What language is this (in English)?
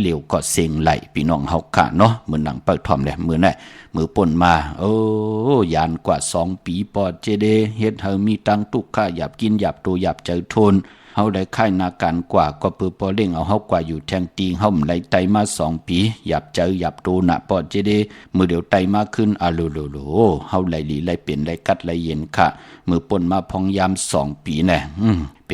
Shan